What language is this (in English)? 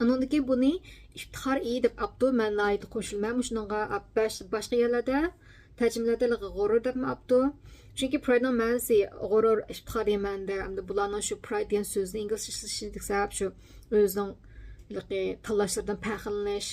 Uyghur